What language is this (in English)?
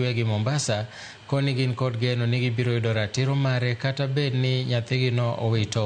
Luo (Kenya and Tanzania)